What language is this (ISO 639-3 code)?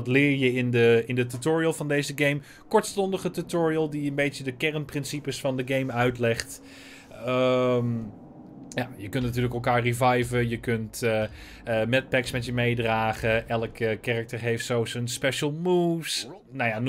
nld